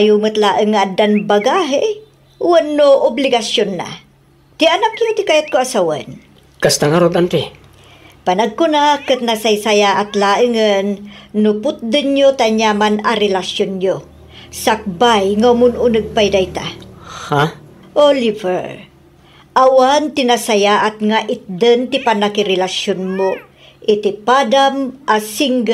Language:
Iloko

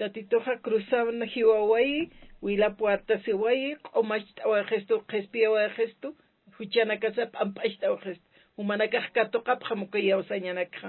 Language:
Aymara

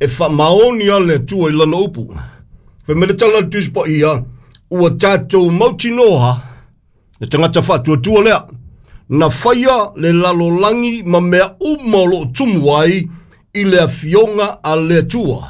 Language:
Samoan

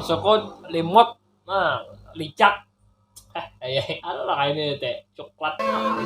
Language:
Banjar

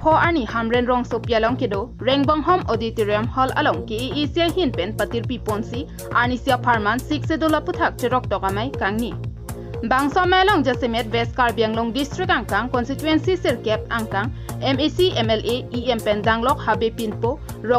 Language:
Karbi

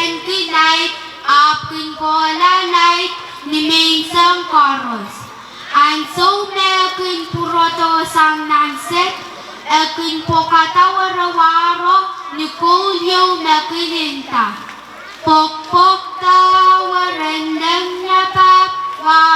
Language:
Pohnpeian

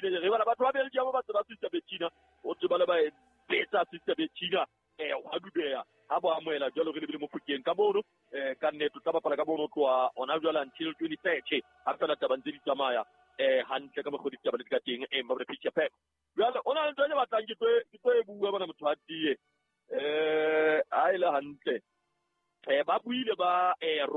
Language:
Southern Sotho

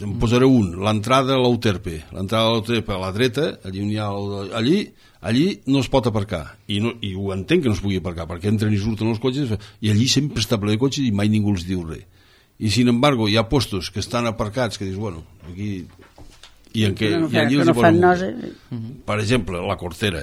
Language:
Catalan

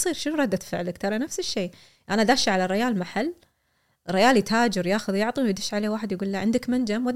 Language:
Gulf Arabic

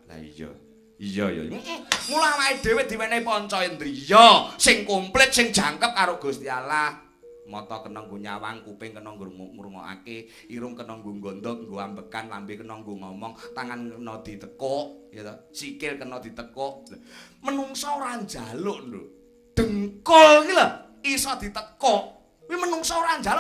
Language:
Javanese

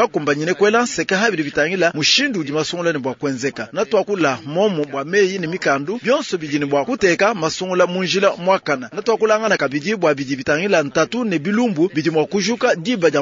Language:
Luba-Lulua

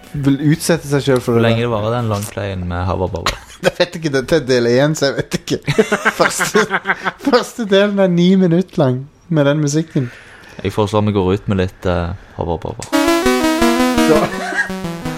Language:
Norwegian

